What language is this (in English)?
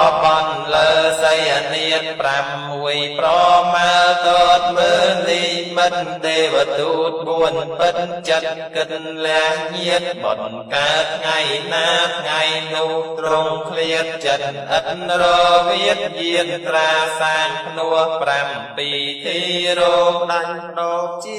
Khmer